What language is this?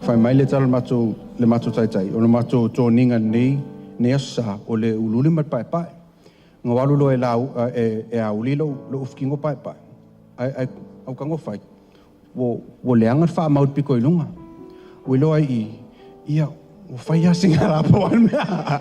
Samoan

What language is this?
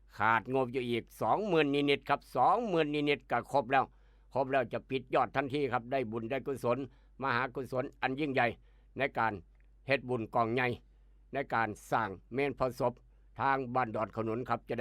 Northeastern Thai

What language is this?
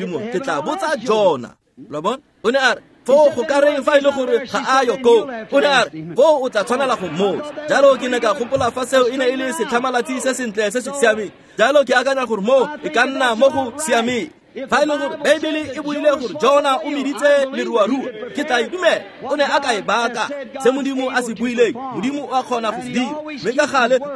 Tswana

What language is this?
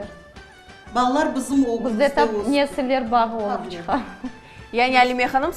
Crimean Tatar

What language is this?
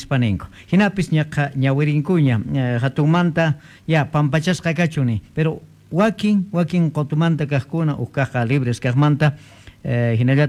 Quechua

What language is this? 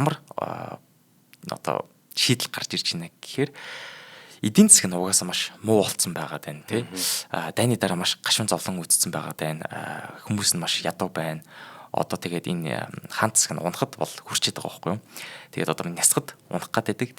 Mongolian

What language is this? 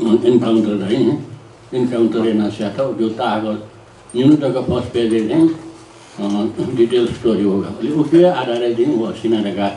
Newari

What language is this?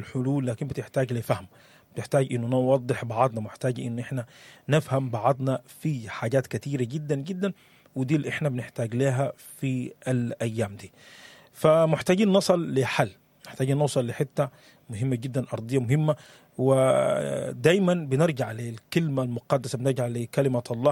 Sudanese Arabic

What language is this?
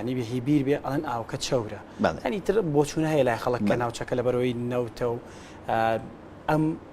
Central Kurdish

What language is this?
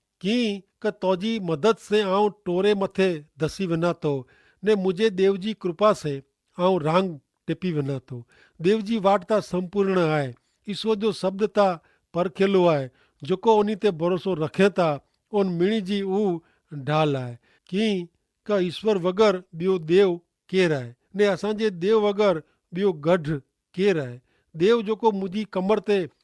Kachhi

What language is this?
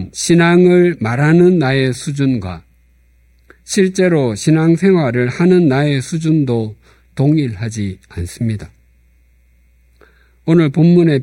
Korean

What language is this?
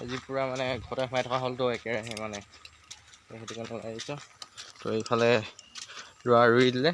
Assamese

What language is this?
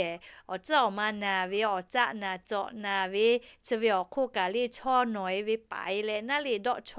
Lahu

